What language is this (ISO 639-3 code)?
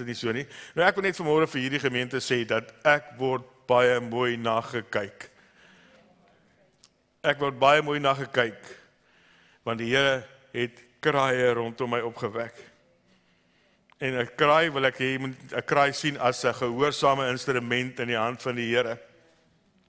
afr